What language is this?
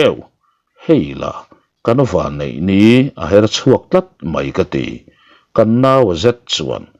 Mizo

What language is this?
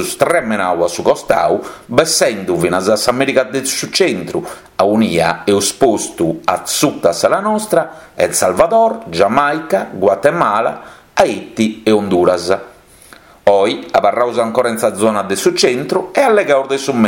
Sardinian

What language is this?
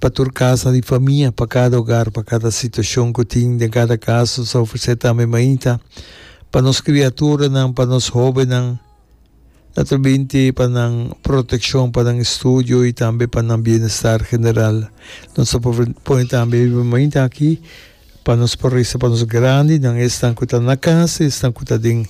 Papiamento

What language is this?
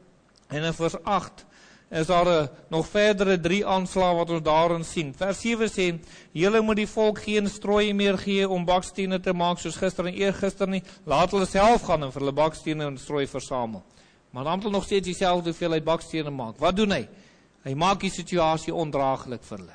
Afrikaans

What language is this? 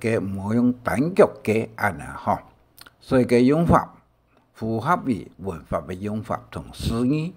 Hakka Chinese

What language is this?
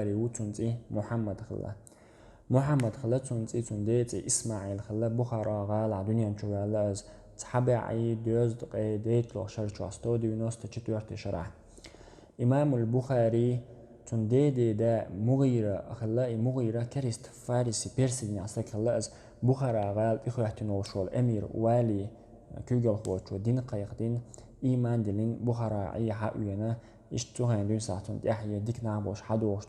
Chechen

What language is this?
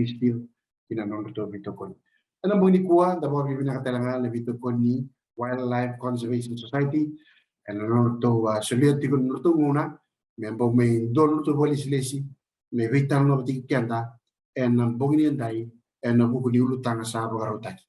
Fijian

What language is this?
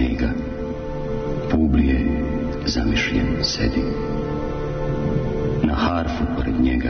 Serbian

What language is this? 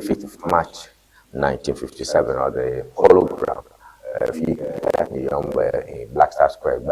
Ewe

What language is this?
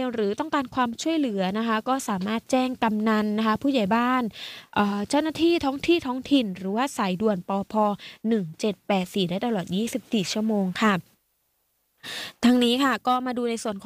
Thai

